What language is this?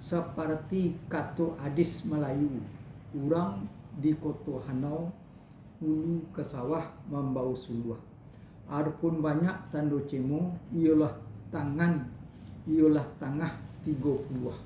Minangkabau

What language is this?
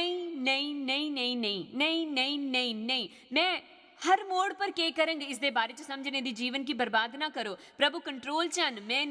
Dogri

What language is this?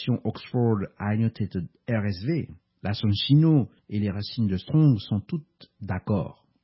French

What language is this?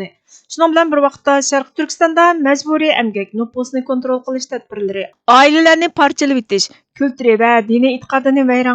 Uyghur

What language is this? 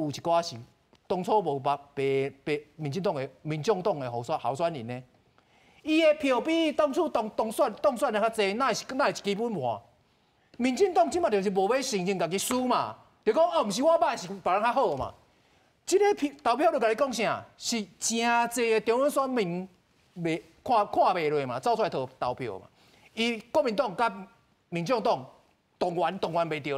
Min Nan Chinese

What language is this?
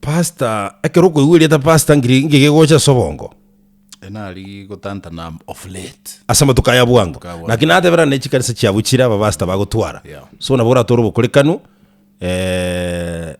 Gusii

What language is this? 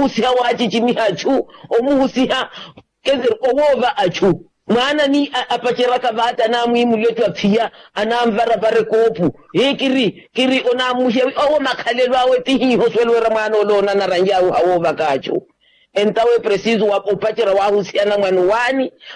Makhuwa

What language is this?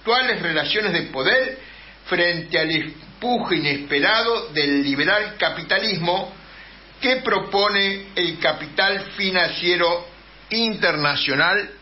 Spanish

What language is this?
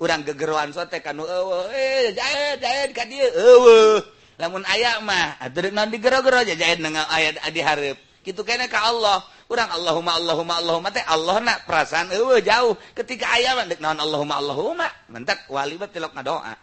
Sundanese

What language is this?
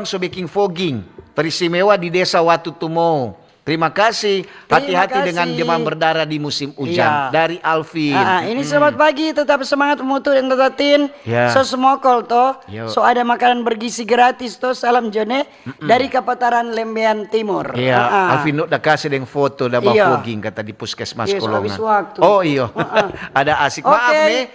Manado Malay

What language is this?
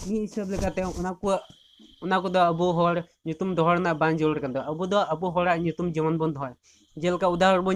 Santali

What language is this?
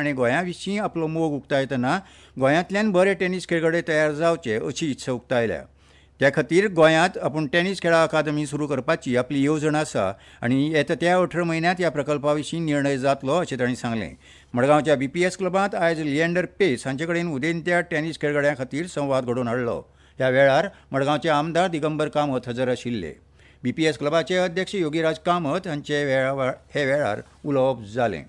Konkani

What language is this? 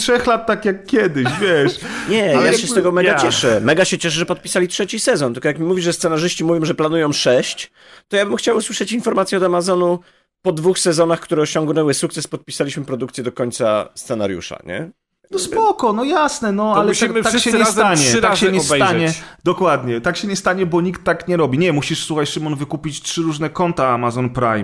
Polish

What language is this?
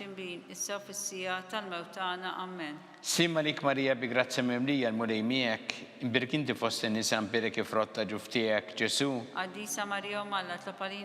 Maltese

